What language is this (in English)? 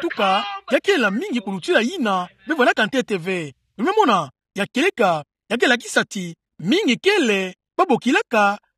Kituba (Democratic Republic of Congo)